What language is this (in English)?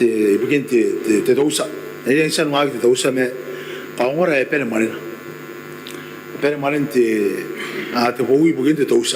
Gilbertese